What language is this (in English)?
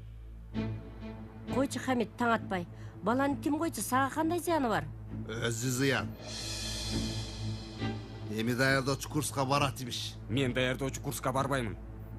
Kyrgyz